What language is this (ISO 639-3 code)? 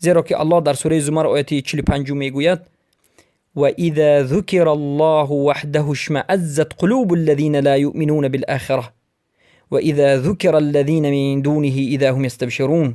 fas